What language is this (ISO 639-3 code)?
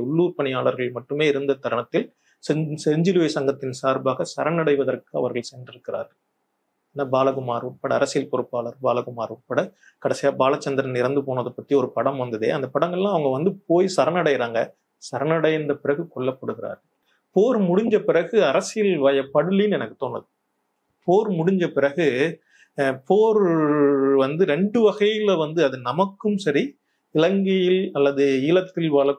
tam